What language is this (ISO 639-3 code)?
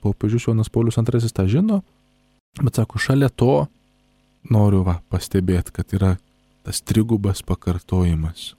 lit